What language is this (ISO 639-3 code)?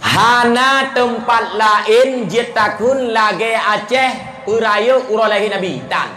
ace